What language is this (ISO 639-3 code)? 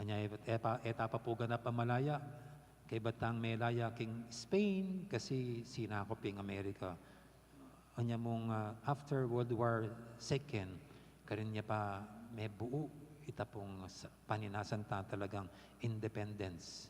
pam